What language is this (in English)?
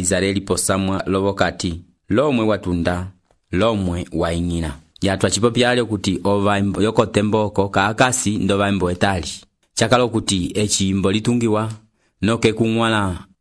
Umbundu